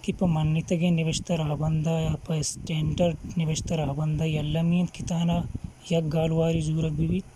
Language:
Baluchi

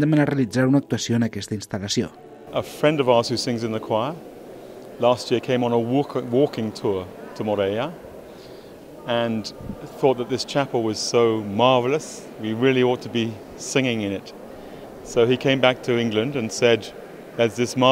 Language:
Catalan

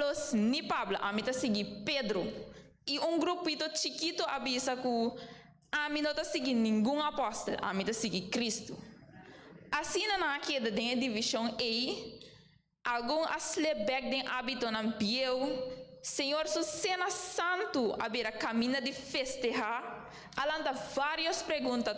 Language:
Papiamento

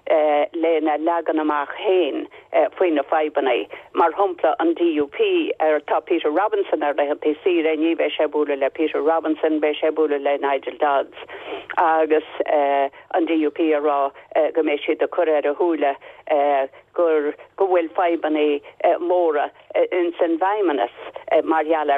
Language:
Irish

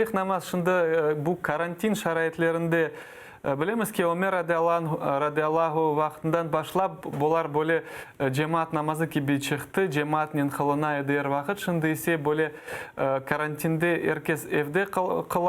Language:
Crimean Tatar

